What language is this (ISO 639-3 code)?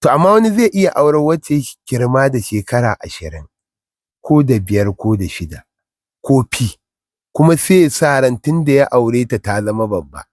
hau